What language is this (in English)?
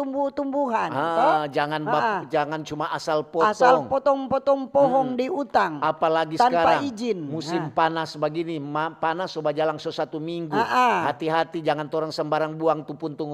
Manado Malay